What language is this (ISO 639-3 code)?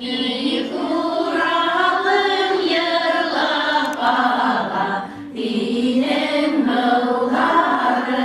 bak